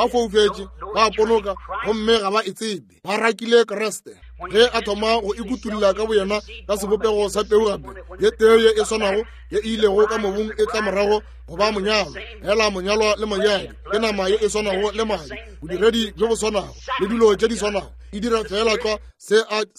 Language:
Northern Sotho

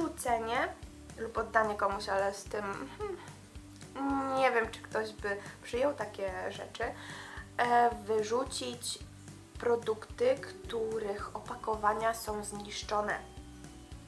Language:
Polish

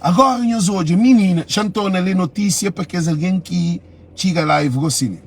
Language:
Kabuverdianu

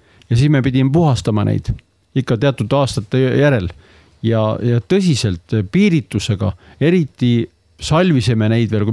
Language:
Estonian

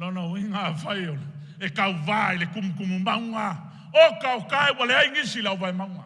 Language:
Samoan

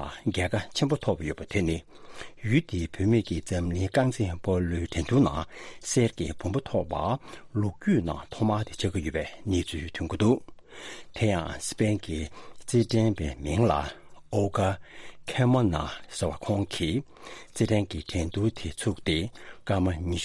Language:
Tibetan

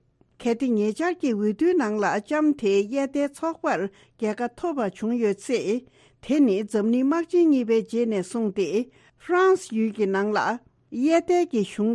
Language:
Tibetan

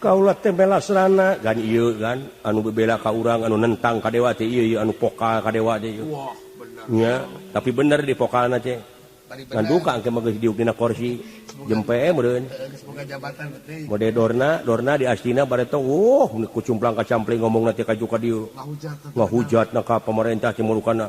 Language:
Sundanese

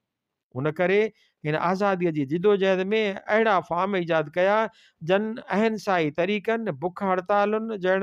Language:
Sindhi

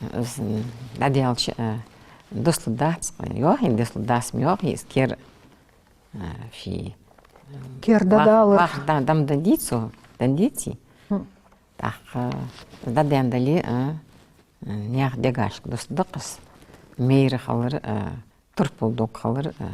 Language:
Ingush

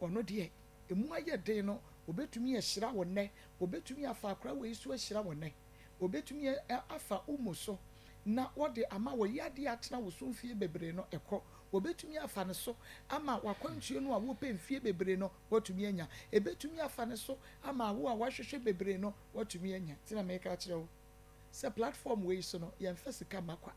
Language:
Akan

